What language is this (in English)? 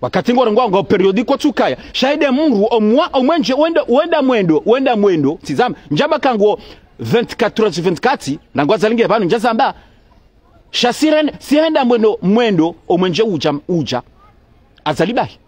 Ngazidja Comorian